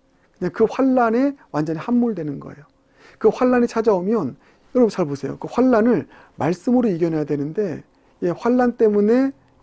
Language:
Korean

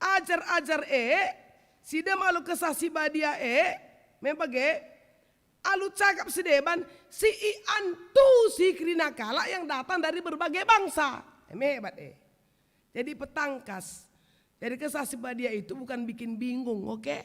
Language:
Batak Karo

